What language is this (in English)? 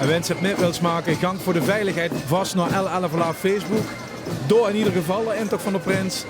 Limburgish